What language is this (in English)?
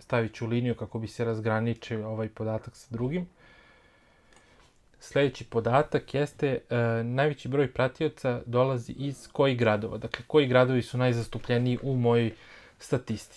Serbian